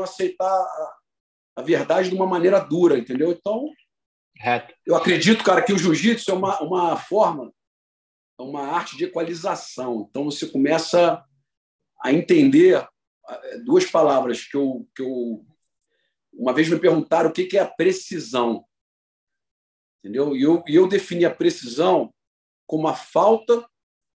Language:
Portuguese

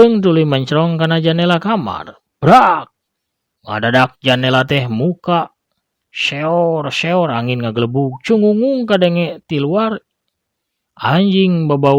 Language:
Sundanese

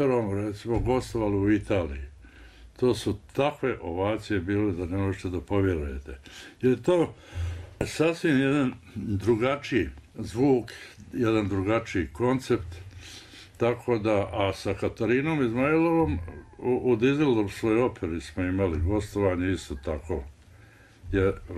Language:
Bosnian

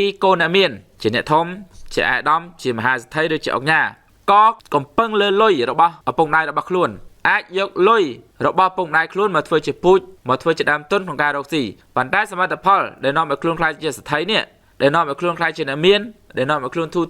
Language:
Khmer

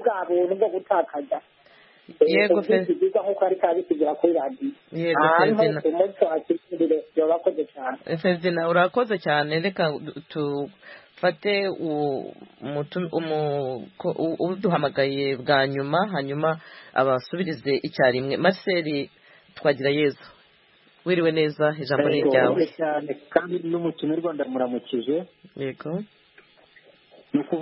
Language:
Kinyarwanda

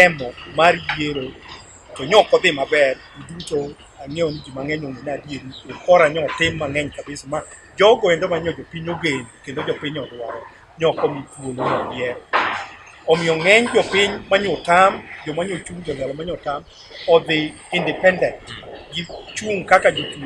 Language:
Luo (Kenya and Tanzania)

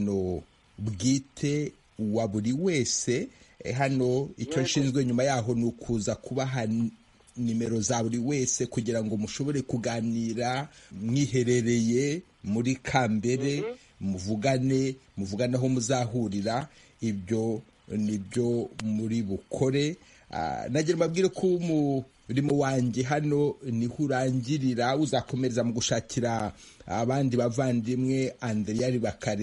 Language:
Kinyarwanda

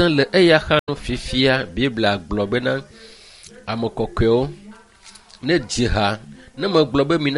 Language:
Ewe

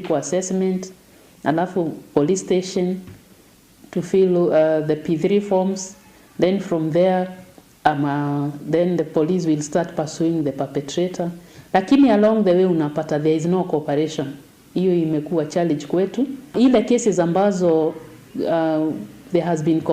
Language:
Meru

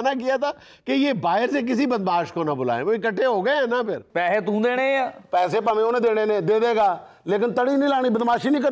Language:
Punjabi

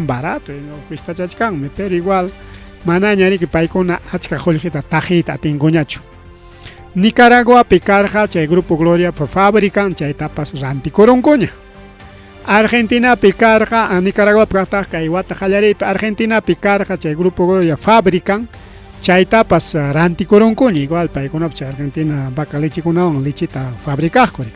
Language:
Ayacucho Quechua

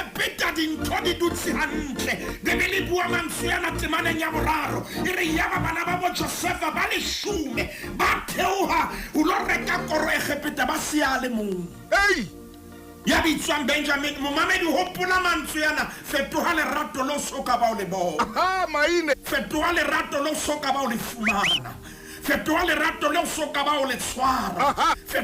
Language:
Southern Sotho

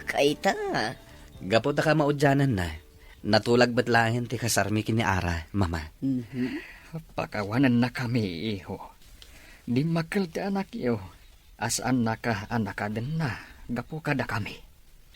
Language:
Iloko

